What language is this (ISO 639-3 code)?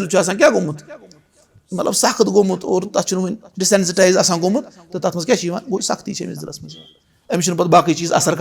kas